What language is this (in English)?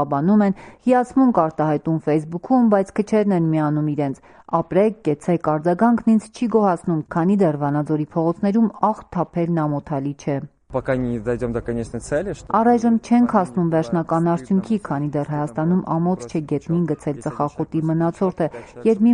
Armenian